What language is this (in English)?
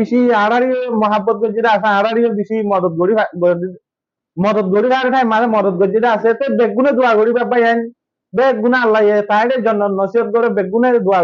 Rohingya